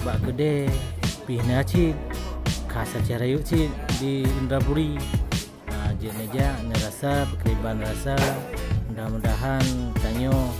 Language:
Achinese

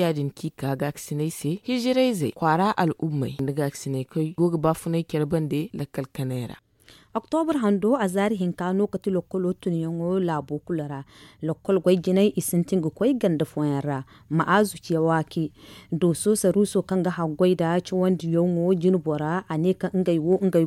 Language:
Zarma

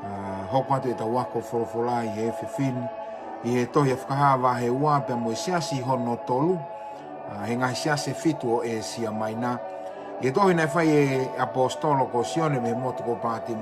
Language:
Tongan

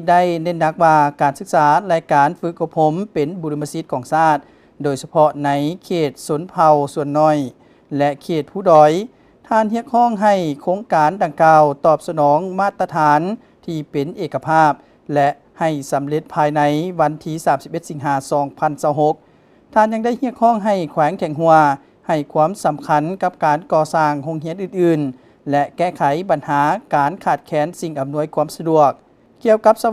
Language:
Lao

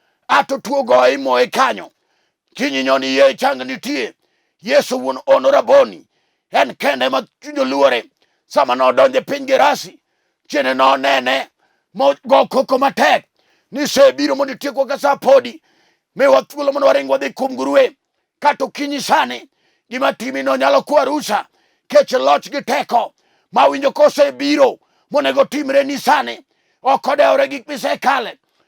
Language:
Luo (Kenya and Tanzania)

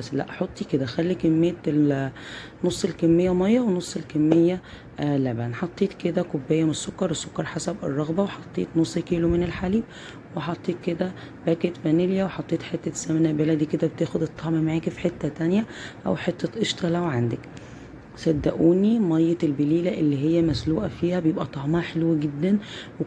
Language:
Egyptian Arabic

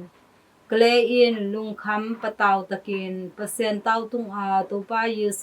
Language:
Tedim Chin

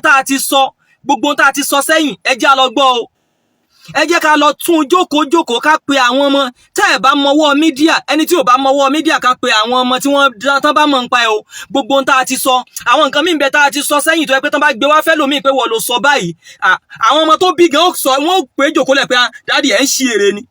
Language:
Yoruba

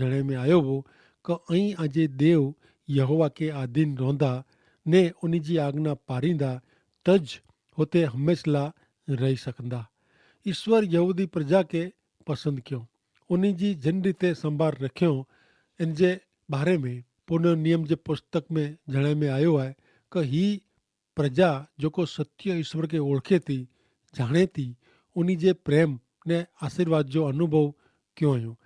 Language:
Kachhi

